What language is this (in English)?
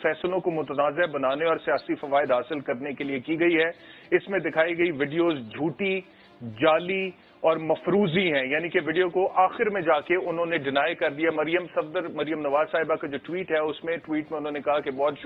Urdu